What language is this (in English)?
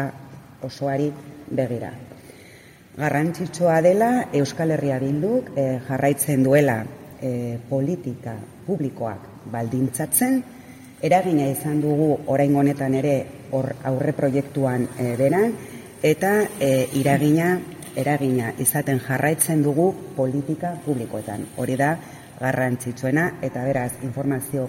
Basque